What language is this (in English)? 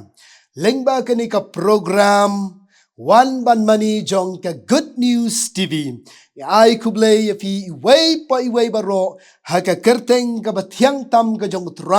Khasi